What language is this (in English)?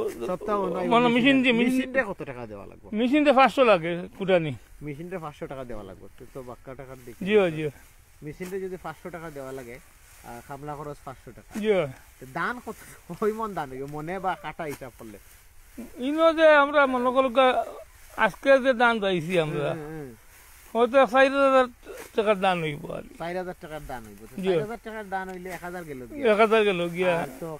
Sylheti